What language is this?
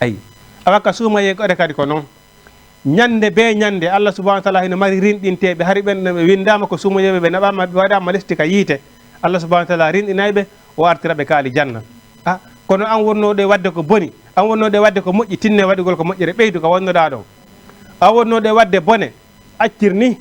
Fula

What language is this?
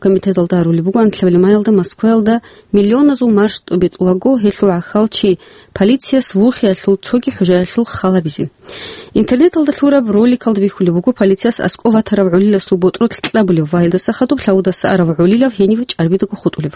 Avaric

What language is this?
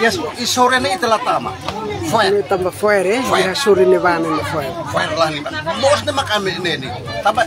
Tetum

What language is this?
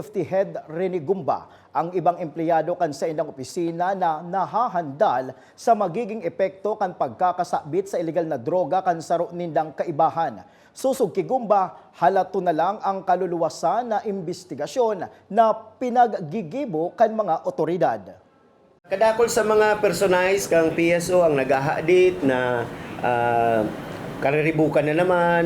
Bikol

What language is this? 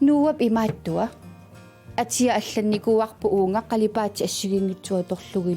Kalaallisut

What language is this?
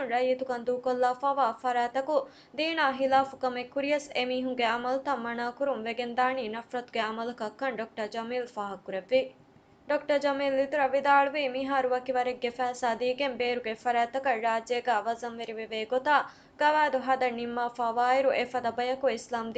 Divehi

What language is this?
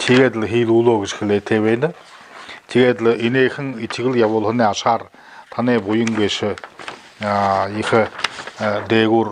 Buriat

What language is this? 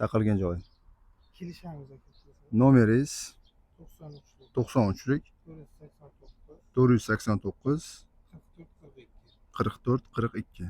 Uzbek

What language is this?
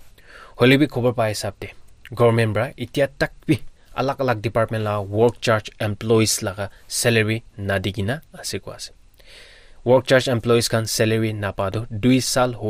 Naga Pidgin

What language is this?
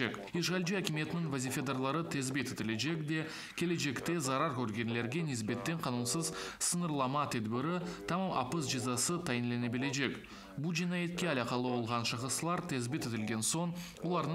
Crimean Tatar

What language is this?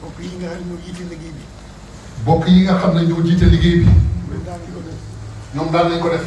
Wolof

